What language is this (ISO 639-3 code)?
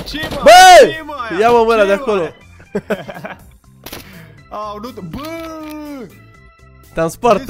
ron